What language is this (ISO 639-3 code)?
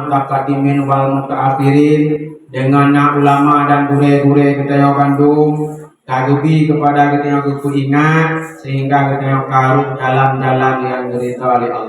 ace